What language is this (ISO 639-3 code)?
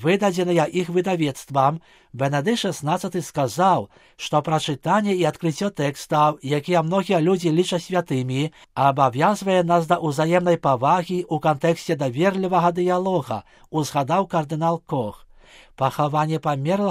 bel